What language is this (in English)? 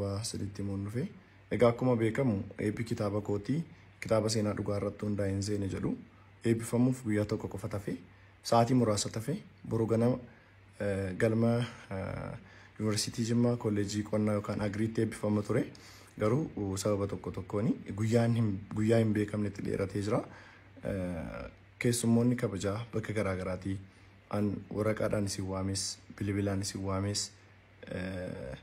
Oromo